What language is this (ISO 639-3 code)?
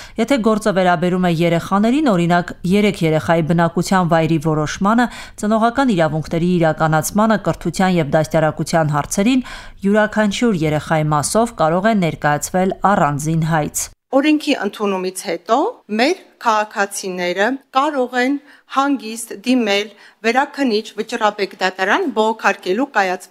hye